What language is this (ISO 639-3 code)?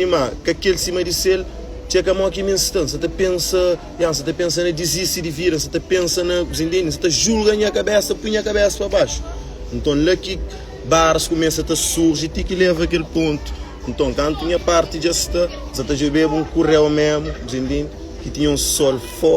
kea